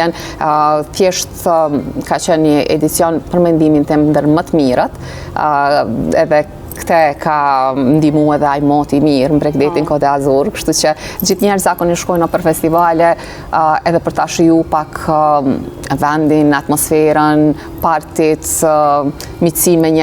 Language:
Albanian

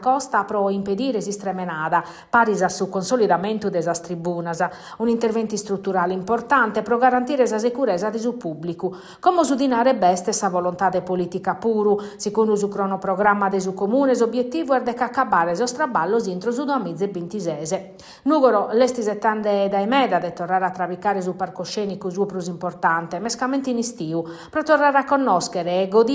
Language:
Sardinian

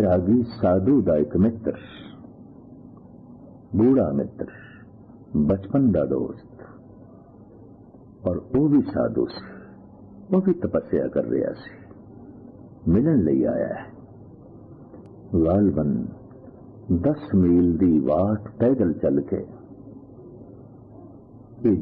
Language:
Punjabi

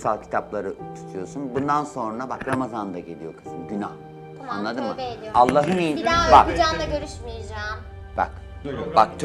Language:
Turkish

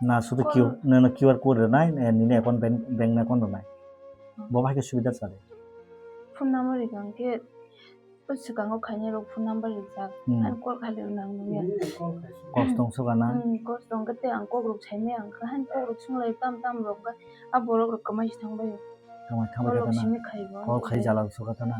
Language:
Kok Borok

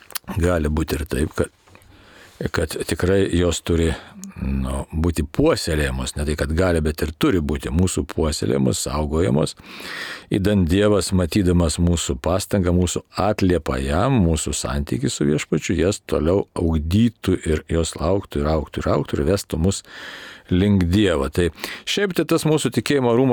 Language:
Lithuanian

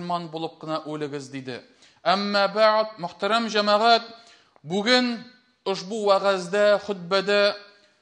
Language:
Tatar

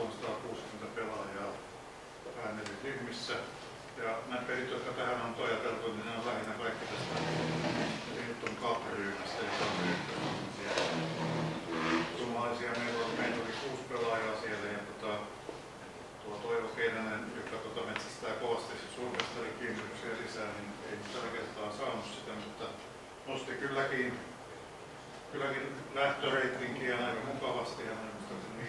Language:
Finnish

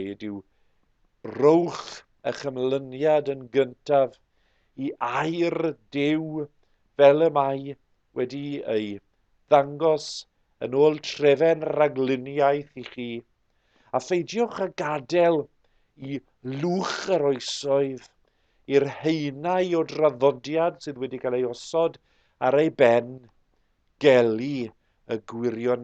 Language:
Welsh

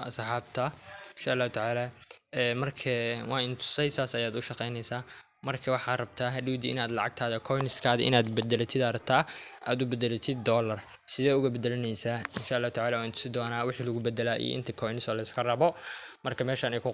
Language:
Somali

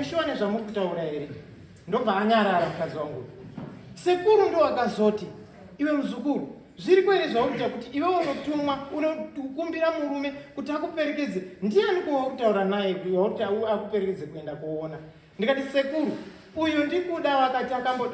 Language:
Shona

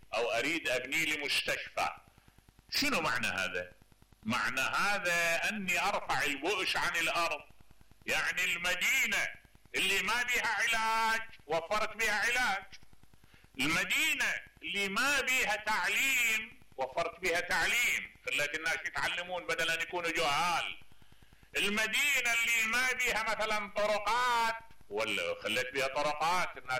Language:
Mesopotamian Arabic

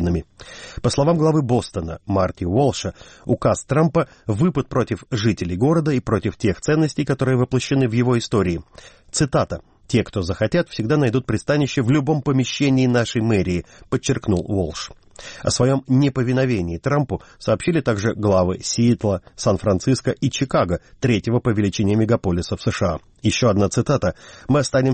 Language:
Russian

